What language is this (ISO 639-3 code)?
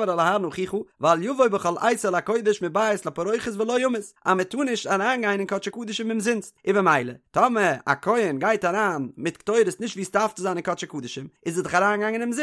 yid